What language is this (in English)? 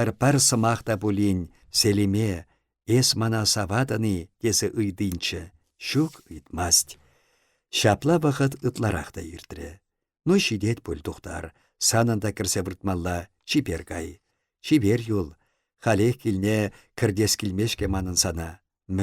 Chuvash